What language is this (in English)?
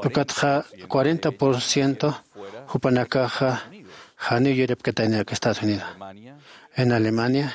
Aymara